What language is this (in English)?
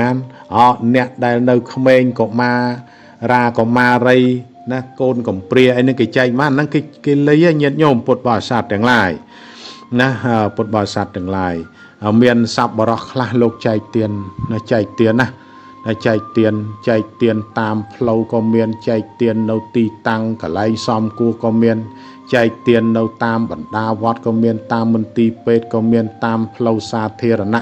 Khmer